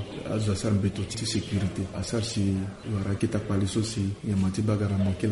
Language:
Sango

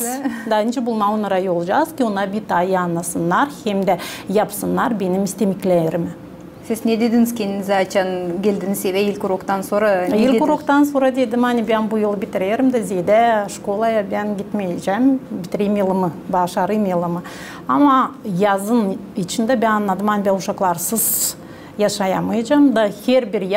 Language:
Gagauz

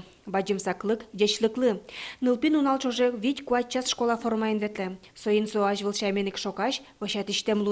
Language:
Udmurt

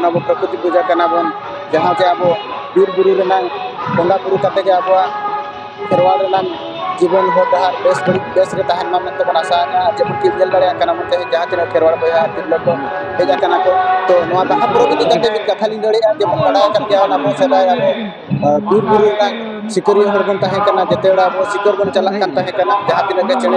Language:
Santali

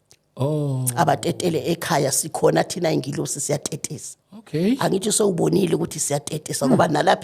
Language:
Zulu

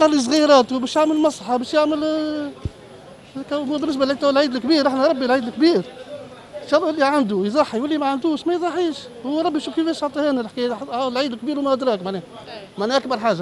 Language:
Tunisian Arabic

